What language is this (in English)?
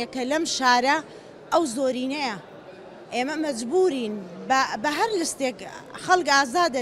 Central Kurdish